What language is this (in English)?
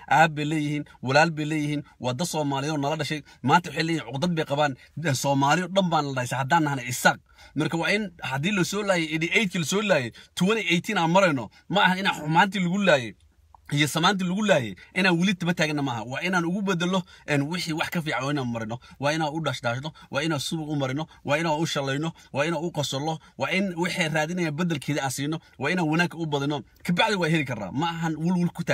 Somali